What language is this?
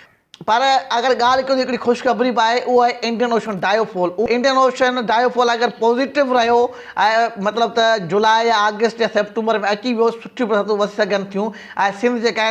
Sindhi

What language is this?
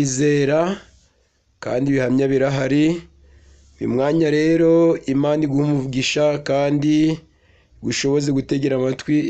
Kinyarwanda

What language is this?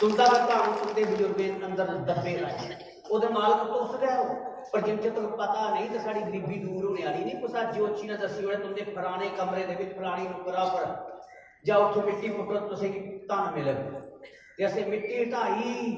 Dogri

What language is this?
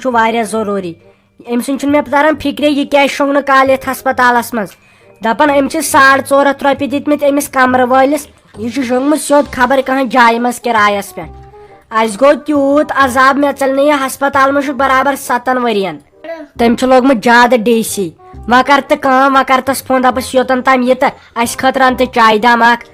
Kashmiri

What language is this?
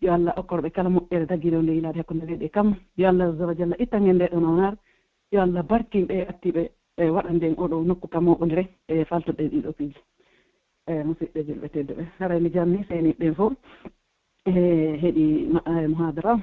Pular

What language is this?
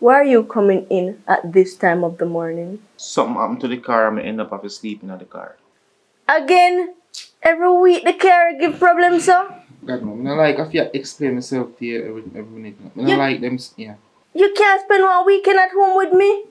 Jamaican Creole English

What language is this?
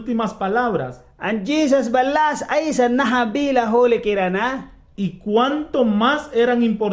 Mískito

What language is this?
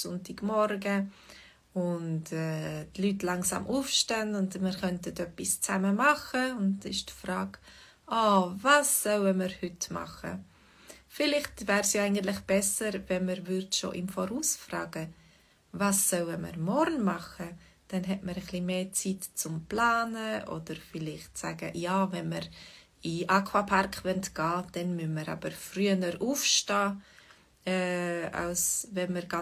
Swiss German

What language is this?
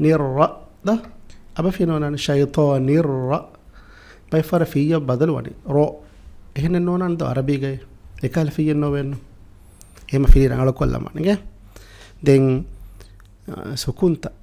Divehi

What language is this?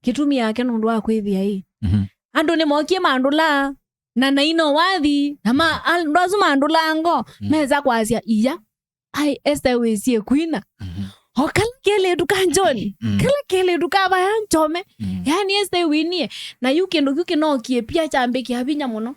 Kamba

